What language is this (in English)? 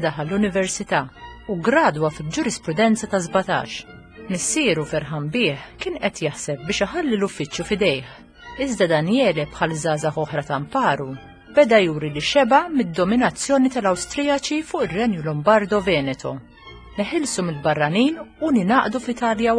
Maltese